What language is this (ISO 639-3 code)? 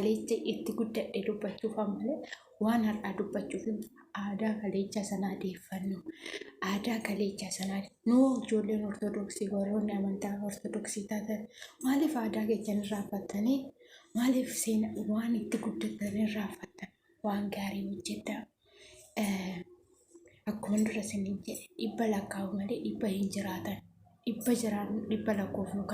orm